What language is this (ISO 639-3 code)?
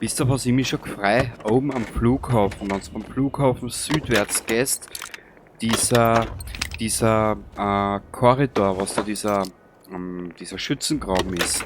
bar